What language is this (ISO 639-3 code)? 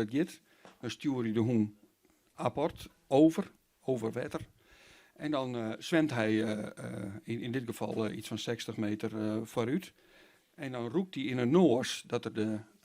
fry